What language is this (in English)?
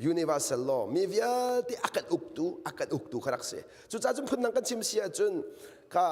Hakha Chin